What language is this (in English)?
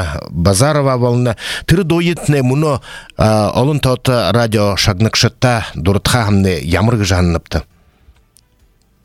Buriat